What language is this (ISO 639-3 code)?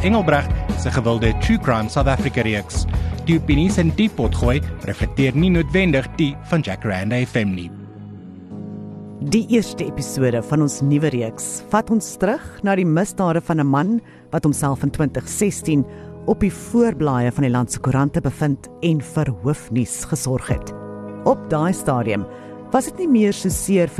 afr